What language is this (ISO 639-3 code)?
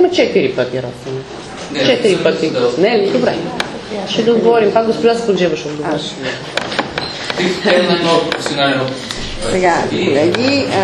bul